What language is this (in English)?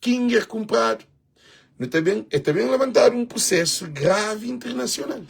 Kabuverdianu